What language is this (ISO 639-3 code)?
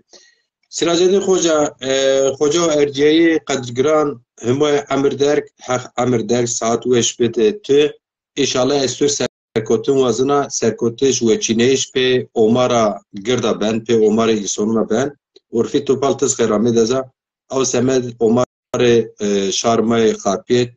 zza